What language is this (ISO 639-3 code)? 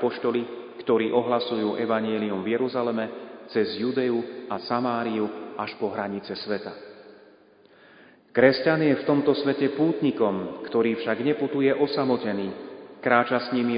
slk